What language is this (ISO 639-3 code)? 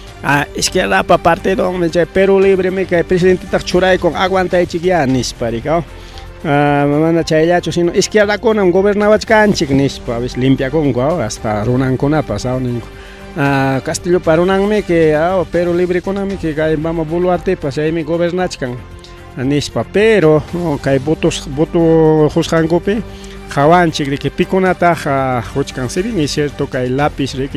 quy